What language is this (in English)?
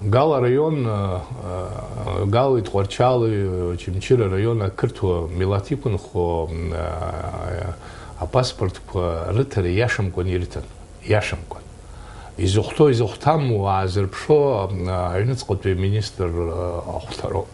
Abkhazian